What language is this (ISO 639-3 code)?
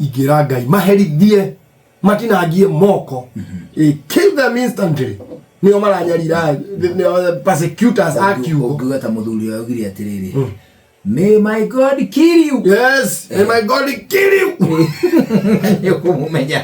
kik